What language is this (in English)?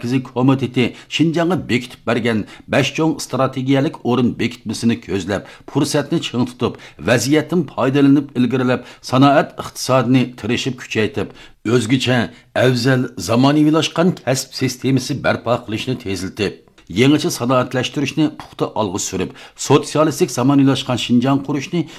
Uyghur